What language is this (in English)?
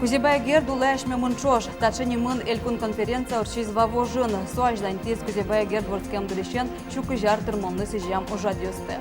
Udmurt